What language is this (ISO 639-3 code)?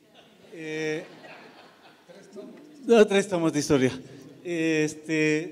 spa